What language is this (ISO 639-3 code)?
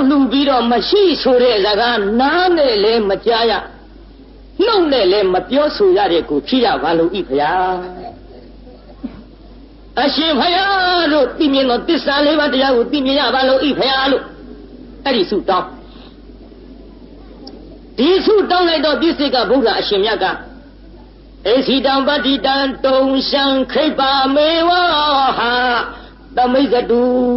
mya